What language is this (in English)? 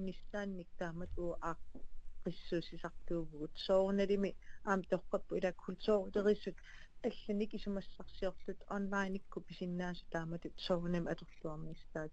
Kalaallisut